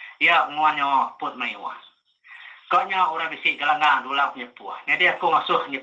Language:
Iban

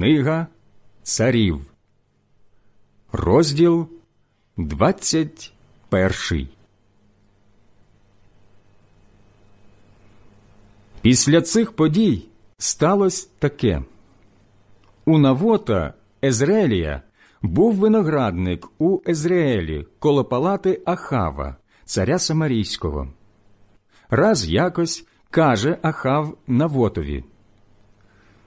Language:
Ukrainian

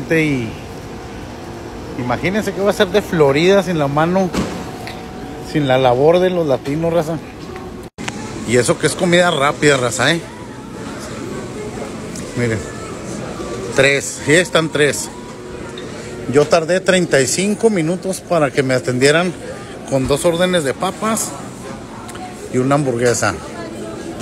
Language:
Spanish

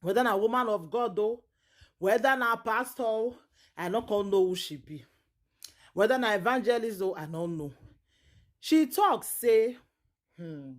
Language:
Nigerian Pidgin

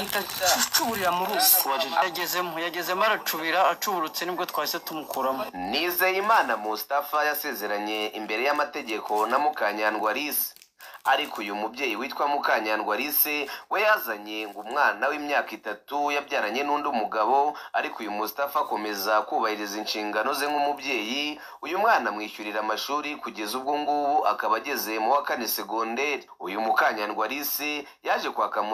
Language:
Kinyarwanda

